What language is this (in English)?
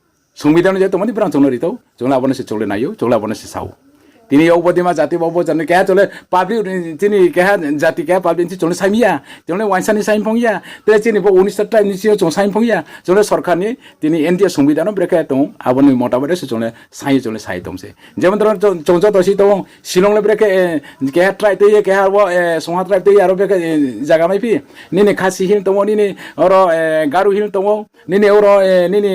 Riang (India)